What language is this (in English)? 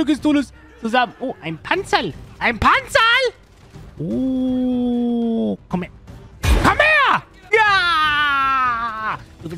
German